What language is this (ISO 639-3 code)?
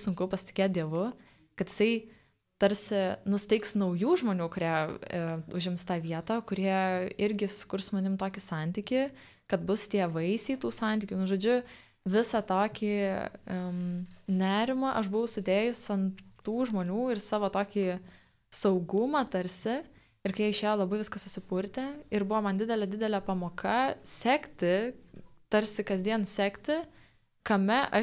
lit